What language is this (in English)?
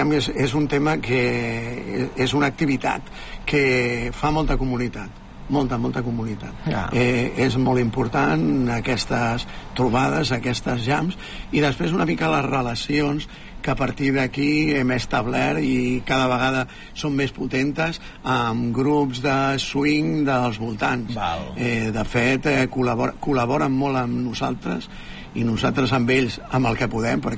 Catalan